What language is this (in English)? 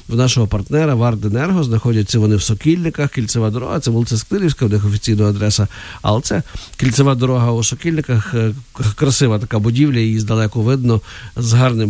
Ukrainian